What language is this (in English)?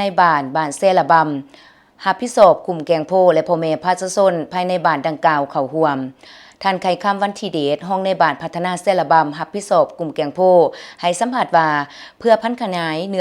Lao